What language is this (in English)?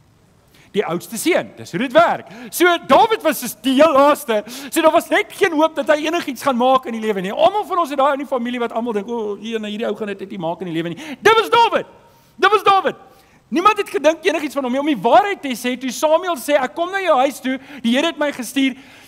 Afrikaans